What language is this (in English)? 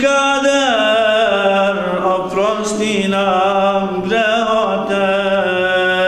Bosnian